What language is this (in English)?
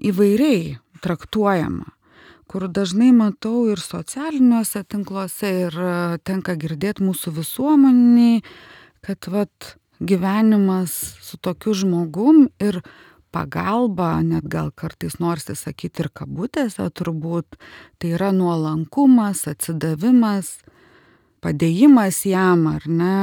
Lithuanian